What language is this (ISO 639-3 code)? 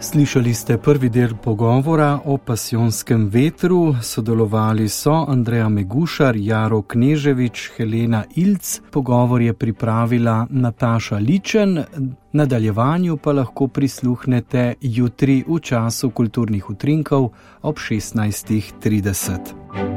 slv